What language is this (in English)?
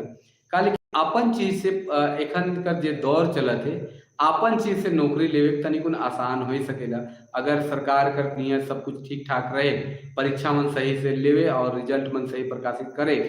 Sadri